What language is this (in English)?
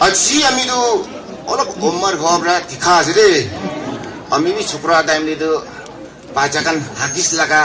Naga Pidgin